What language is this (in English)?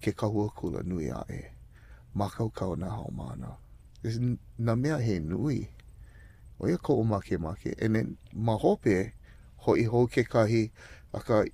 Hawaiian